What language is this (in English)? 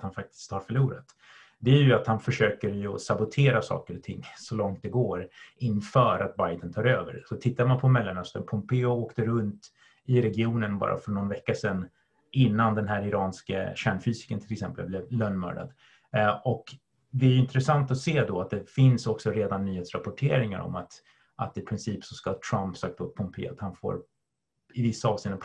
Swedish